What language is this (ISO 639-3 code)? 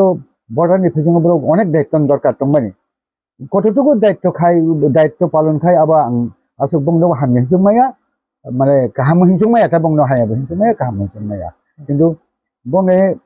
trp